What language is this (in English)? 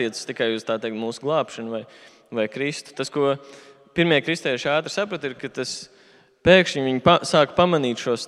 Latvian